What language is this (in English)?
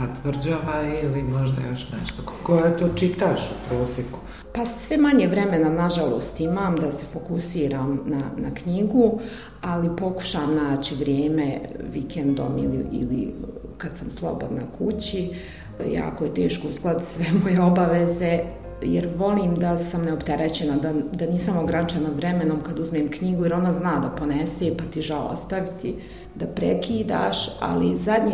Bosnian